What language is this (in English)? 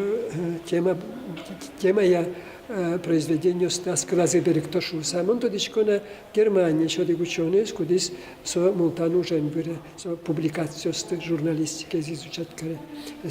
Udmurt